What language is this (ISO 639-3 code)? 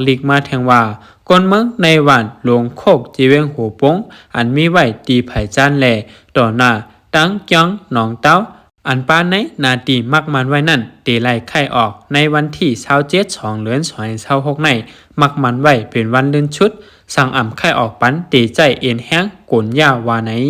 shn